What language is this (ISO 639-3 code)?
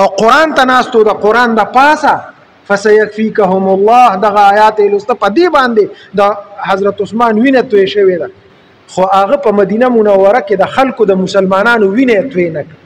pus